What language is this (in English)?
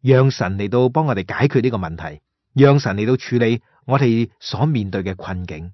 Cantonese